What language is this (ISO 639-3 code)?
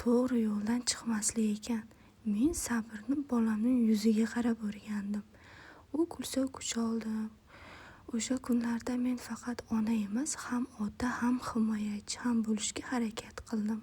uzb